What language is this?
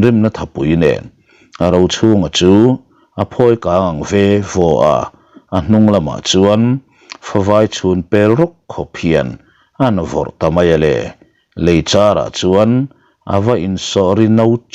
Mizo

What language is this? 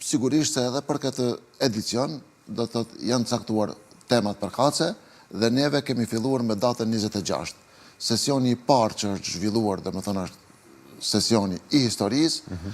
Albanian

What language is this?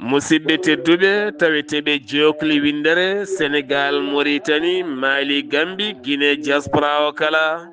Fula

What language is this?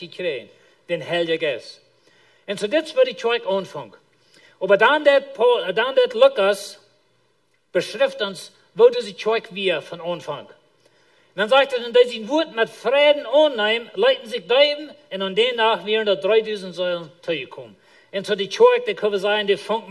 Plautdietsch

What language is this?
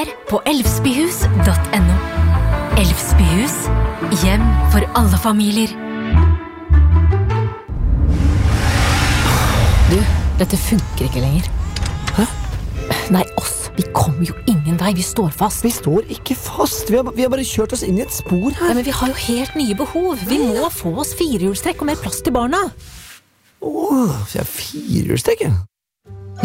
Norwegian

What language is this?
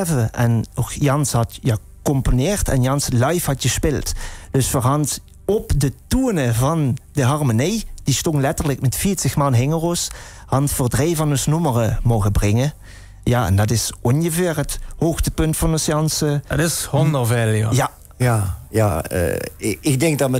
Limburgish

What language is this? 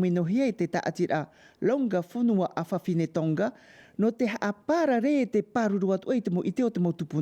Tahitian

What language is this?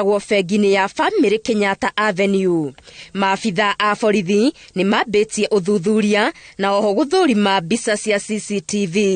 Kikuyu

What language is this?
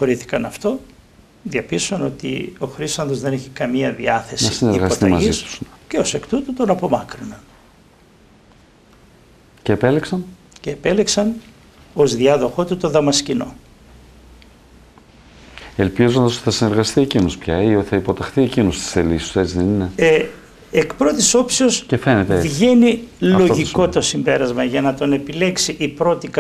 Greek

